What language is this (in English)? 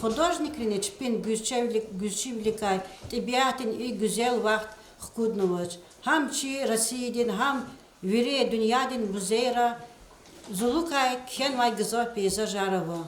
Lezghian